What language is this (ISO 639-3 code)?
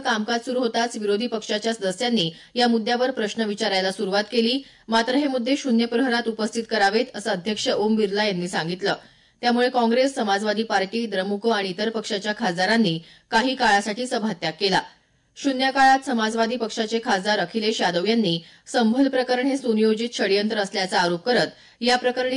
mar